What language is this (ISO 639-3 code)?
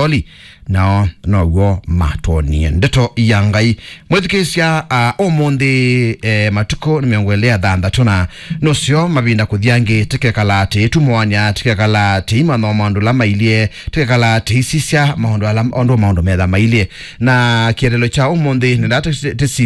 kam